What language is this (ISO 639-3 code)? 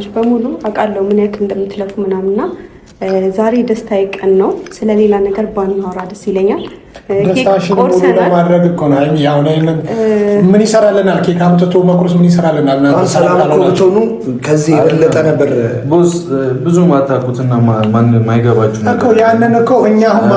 amh